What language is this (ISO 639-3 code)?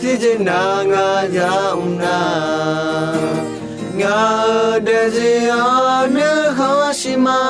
ahk